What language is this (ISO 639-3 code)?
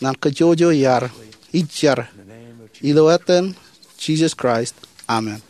mah